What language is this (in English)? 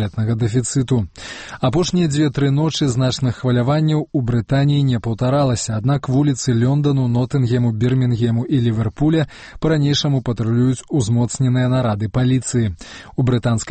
Belarusian